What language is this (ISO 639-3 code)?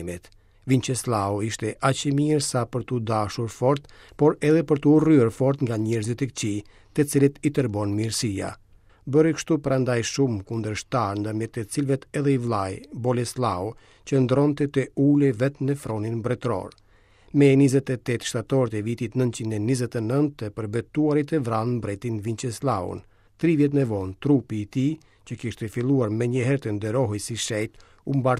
sqi